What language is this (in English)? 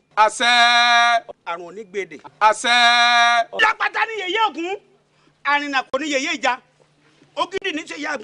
Yoruba